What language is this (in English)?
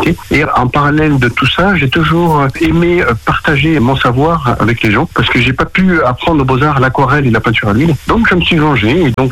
French